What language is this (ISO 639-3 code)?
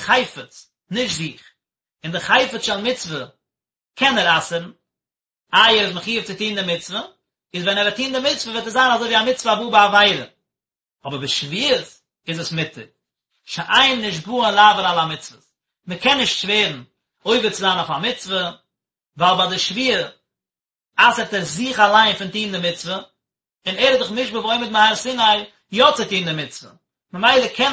yid